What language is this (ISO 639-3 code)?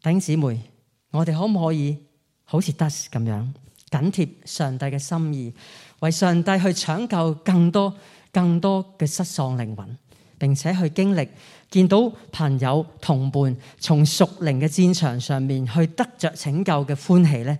yue